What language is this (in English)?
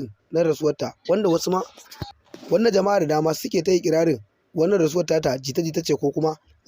Hausa